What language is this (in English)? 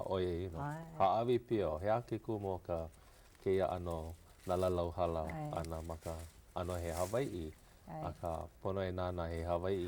Hawaiian